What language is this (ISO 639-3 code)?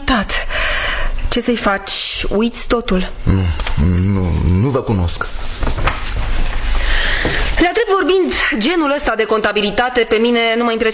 ron